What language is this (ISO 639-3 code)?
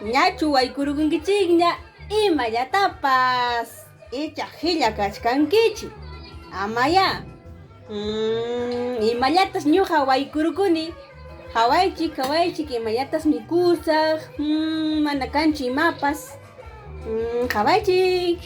quy